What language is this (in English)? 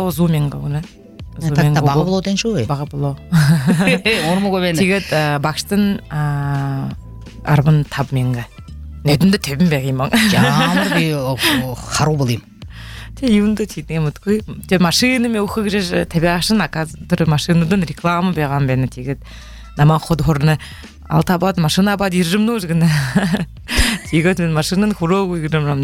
Buriat